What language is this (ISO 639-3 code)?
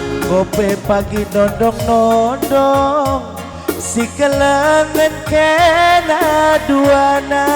btx